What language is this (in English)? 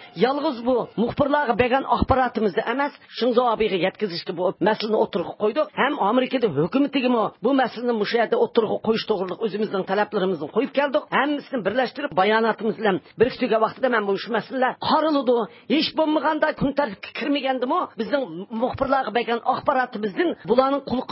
Uyghur